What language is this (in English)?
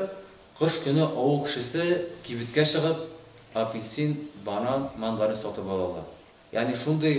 Tatar